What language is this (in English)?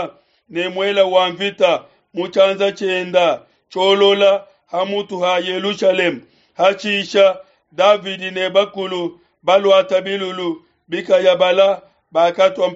Luba-Lulua